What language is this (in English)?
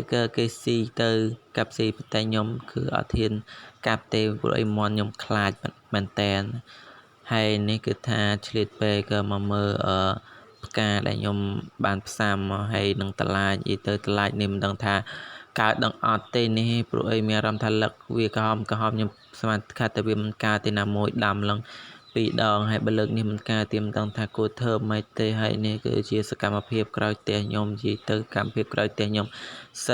Khmer